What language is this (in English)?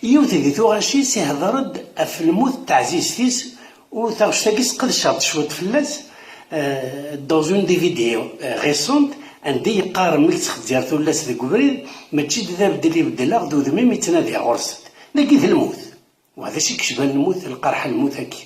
Kabyle